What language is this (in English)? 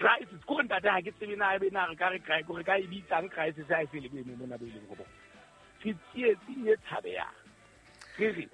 Southern Sotho